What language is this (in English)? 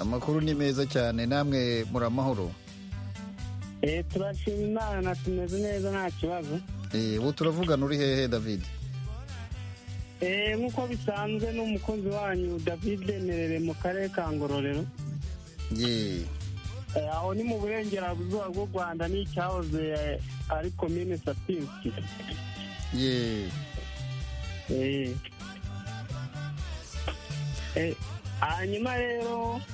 Kinyarwanda